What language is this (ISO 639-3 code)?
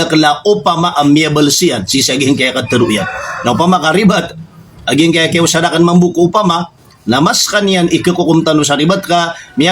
mrw